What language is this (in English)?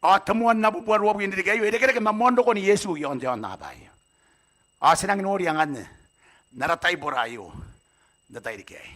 Gilbertese